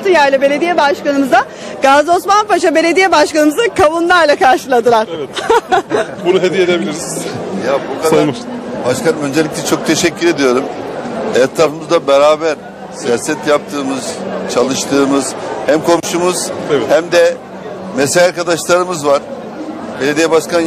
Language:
Turkish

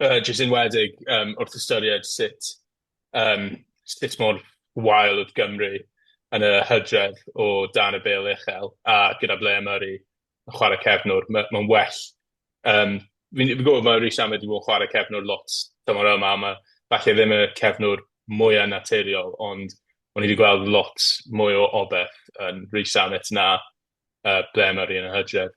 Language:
Welsh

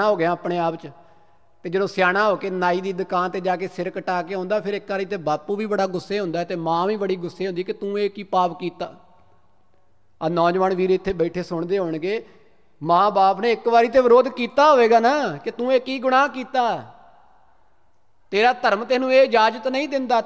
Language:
Punjabi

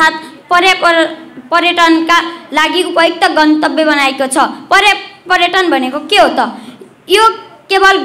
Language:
Nepali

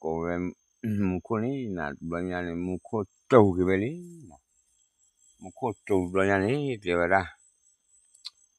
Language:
S'gaw Karen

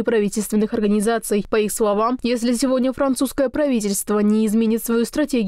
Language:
Russian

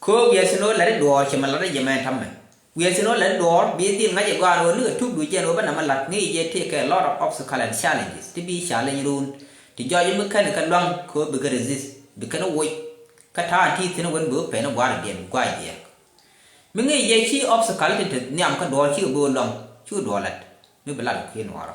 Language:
Nuer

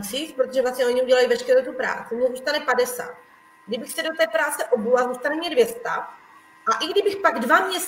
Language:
Czech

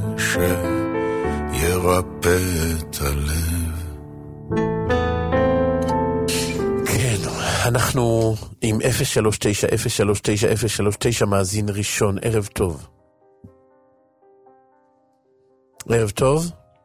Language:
Hebrew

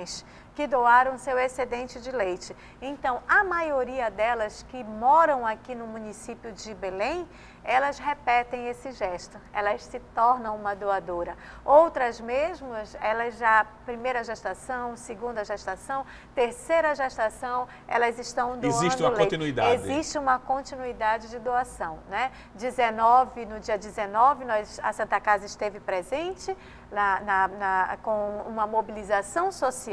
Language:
Portuguese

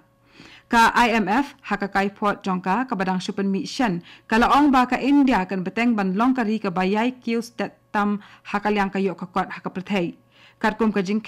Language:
Khasi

